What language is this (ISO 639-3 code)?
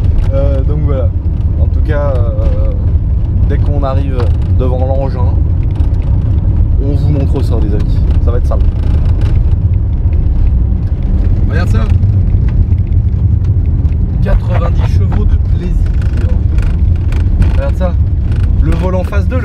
fra